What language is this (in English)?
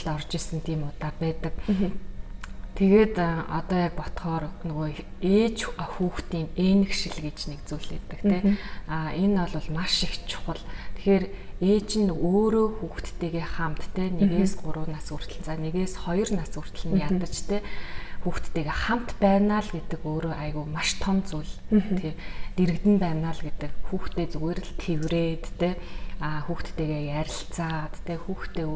Mongolian